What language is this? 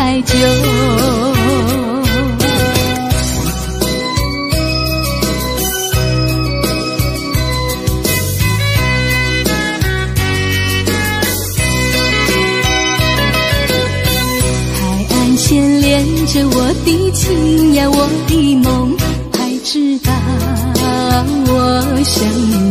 Chinese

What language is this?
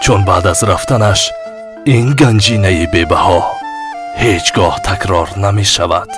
Tajik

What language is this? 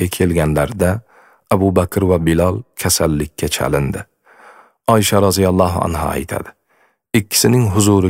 Uzbek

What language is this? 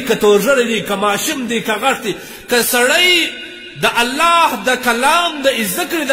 Pashto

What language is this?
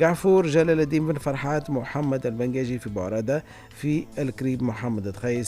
Tunisian Arabic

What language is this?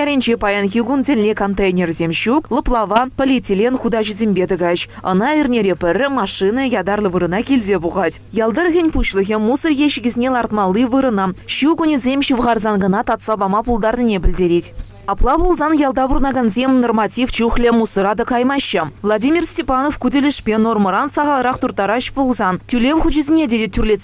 Chuvash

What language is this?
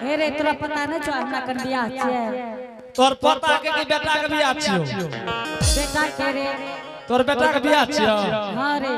Angika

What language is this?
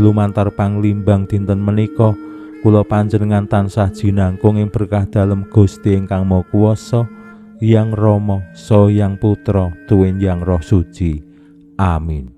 Javanese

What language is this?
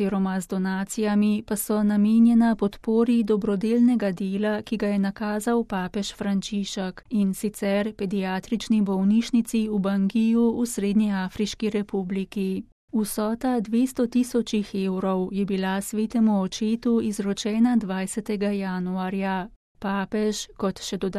Slovenian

